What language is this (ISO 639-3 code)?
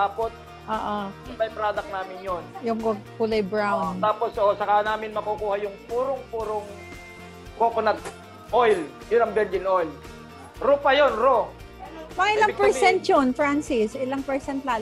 fil